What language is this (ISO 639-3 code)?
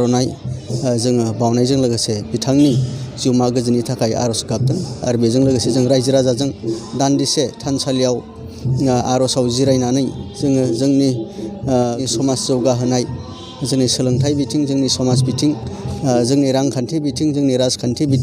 brx